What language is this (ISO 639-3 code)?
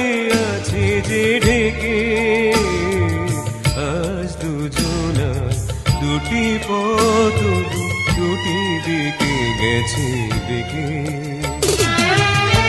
ben